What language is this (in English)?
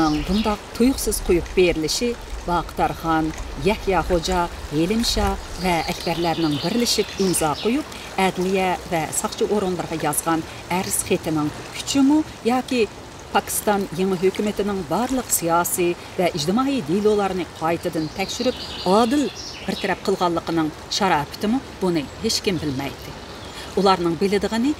Uyghur